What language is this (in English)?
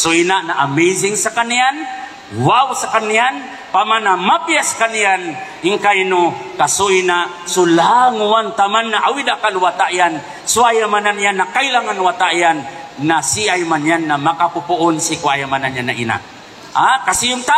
Maranao